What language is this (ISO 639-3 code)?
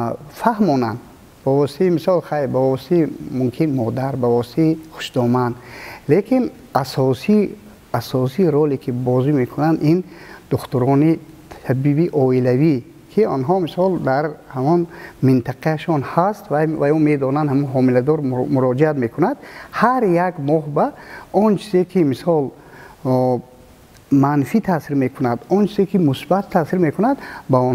tgk